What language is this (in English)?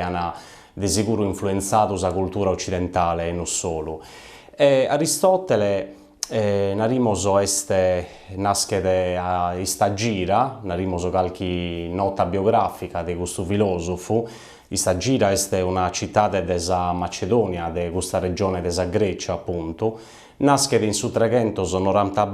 Sardinian